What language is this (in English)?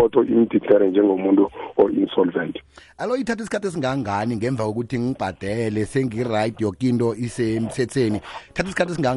South Ndebele